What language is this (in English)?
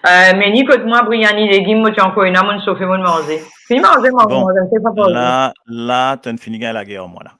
Morisyen